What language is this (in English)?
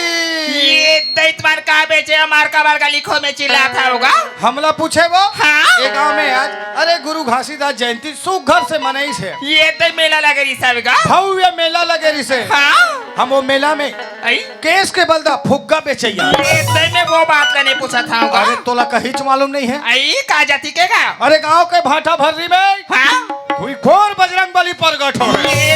Chhattisgarhi